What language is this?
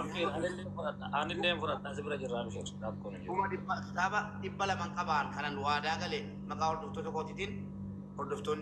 Oromo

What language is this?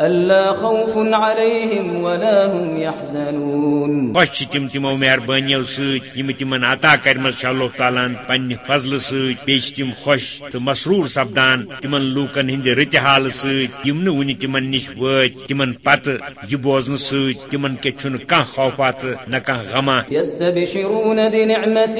Kashmiri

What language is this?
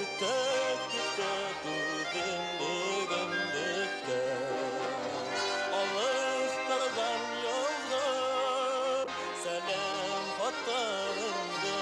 Bashkir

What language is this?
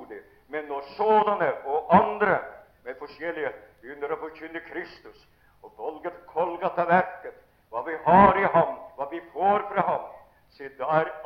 Norwegian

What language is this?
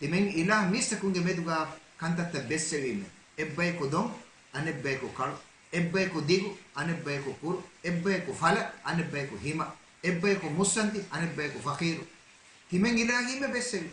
Divehi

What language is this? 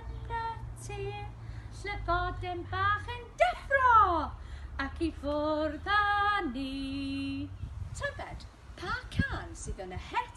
Welsh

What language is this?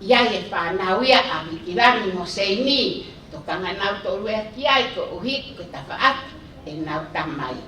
Tongan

